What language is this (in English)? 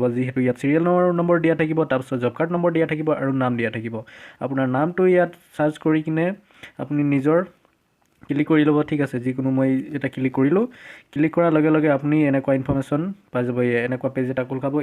Assamese